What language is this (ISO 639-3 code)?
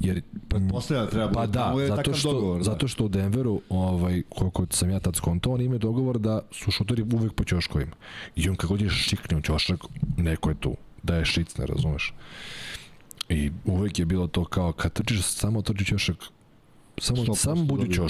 srp